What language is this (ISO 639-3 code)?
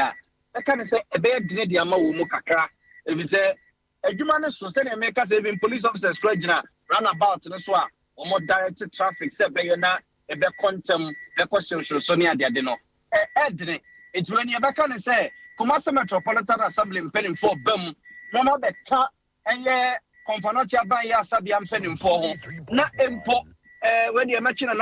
aka